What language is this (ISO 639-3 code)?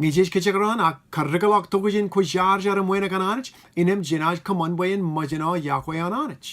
mah